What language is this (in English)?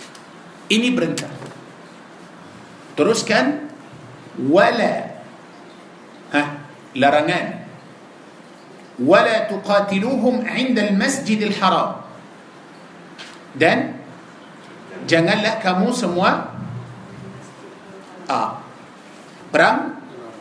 Malay